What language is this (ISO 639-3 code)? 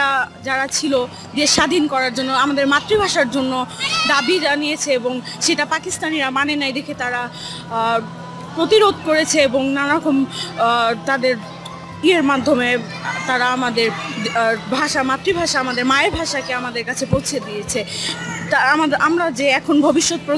ben